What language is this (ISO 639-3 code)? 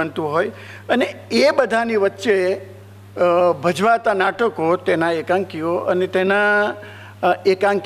guj